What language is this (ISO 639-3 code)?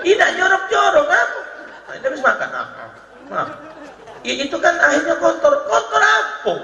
mui